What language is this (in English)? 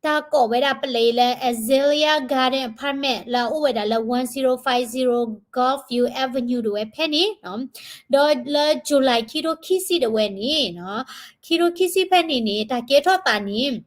S'gaw Karen